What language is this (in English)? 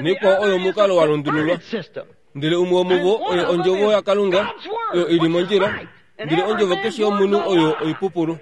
Kuanyama